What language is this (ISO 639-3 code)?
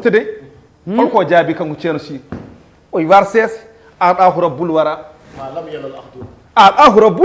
ful